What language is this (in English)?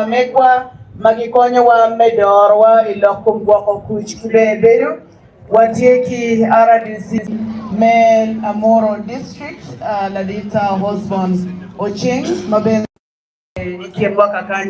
Acoli